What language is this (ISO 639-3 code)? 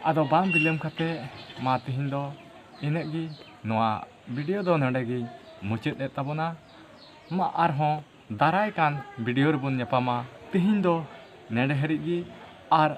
sat